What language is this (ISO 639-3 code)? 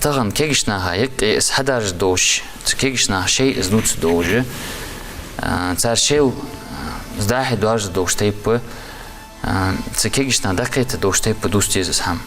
inh